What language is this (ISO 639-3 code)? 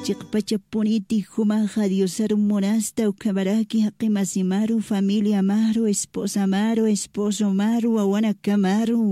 aym